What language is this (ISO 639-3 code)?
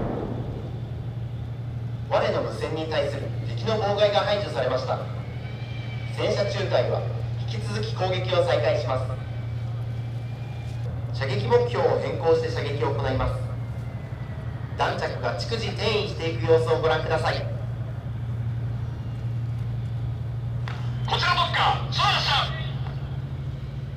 jpn